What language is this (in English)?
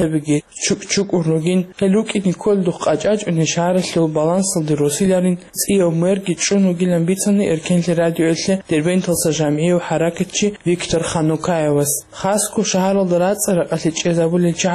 Avaric